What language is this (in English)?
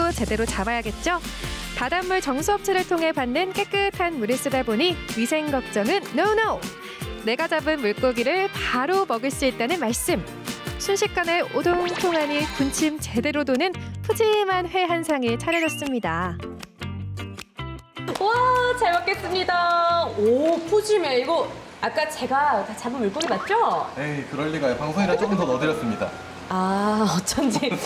Korean